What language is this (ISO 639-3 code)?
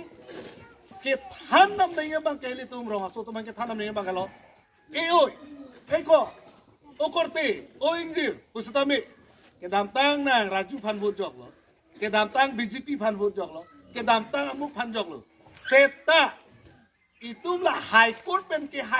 mjw